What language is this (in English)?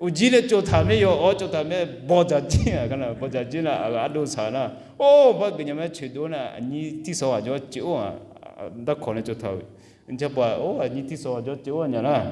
Akha